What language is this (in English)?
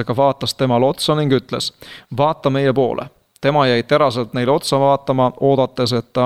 Estonian